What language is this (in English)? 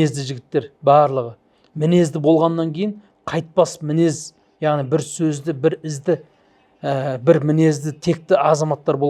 Kazakh